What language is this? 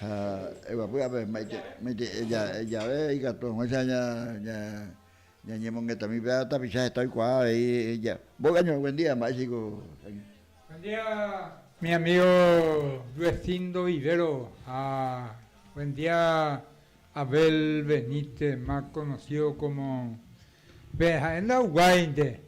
Guarani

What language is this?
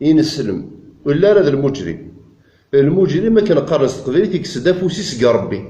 Kabyle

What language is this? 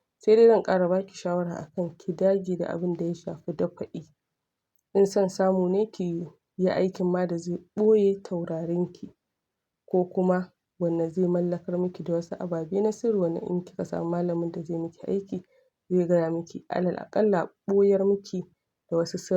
Hausa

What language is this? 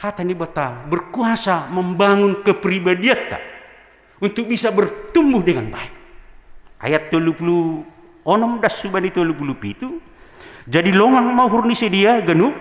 Batak Simalungun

